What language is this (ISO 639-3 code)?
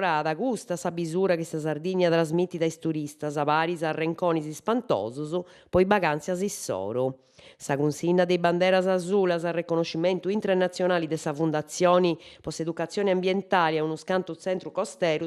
srd